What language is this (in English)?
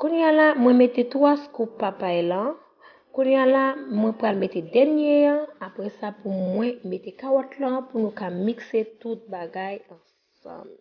Haitian Creole